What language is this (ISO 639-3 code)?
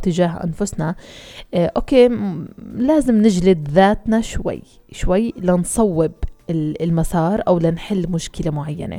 apc